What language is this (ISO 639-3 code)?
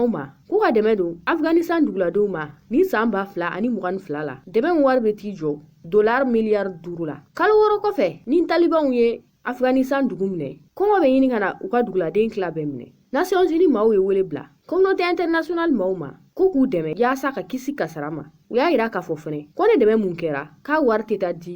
bam